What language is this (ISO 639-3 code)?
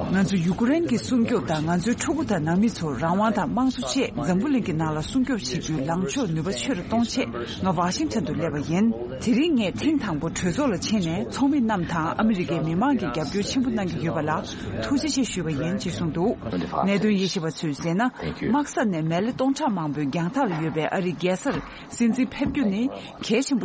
bod